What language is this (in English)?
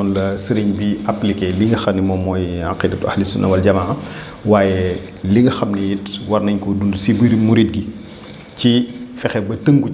Wolof